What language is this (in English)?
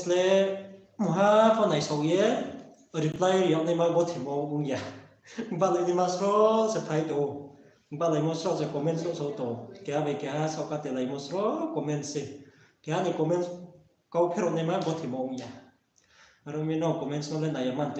Riang (India)